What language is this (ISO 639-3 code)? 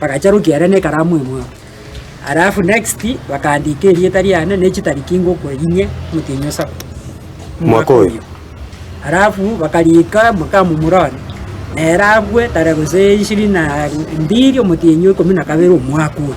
guz